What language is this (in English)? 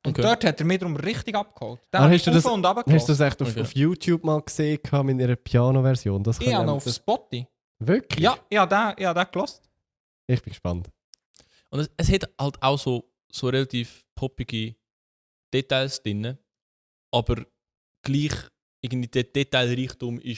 Swiss German